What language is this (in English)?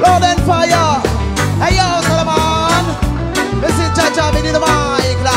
Réunion Creole French